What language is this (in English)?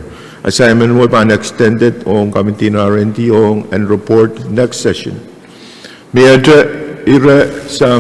Pohnpeian